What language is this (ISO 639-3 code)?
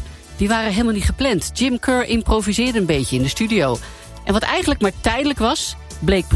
nld